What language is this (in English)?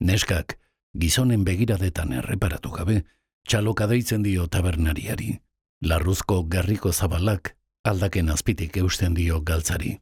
Basque